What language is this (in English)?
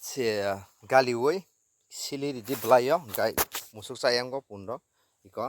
Kok Borok